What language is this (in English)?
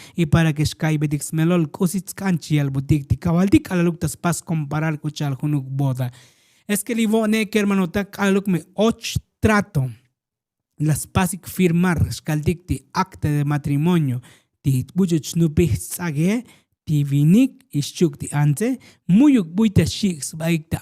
Tzotzil